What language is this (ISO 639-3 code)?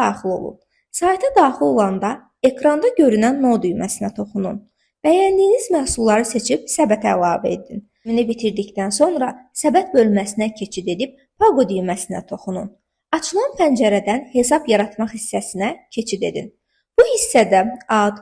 aze